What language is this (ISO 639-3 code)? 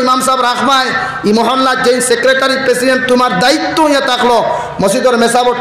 syl